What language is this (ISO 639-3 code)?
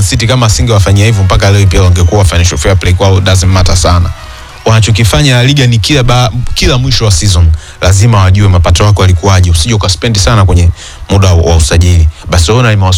swa